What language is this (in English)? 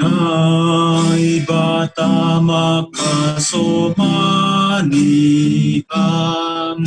Batak Simalungun